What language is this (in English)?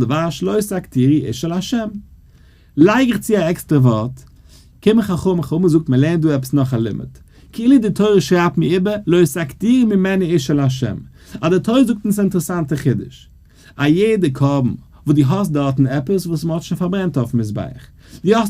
Yiddish